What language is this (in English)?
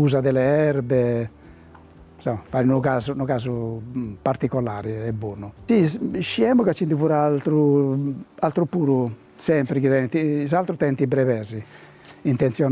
Sardinian